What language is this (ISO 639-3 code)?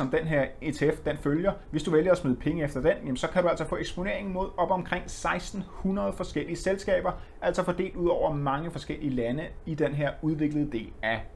dan